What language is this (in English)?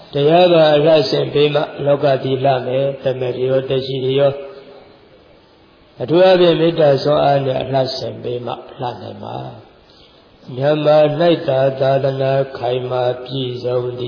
Burmese